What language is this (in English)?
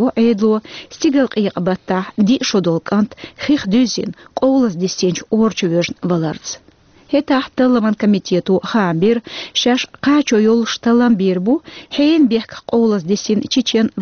Chechen